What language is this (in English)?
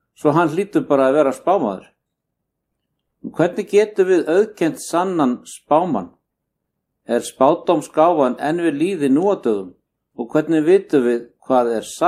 Icelandic